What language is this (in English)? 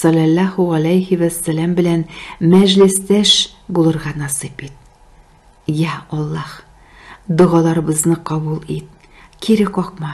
Tatar